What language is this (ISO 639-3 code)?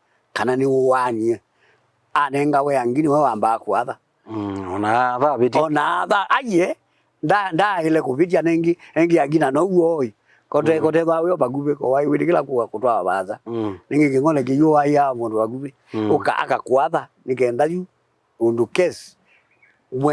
kam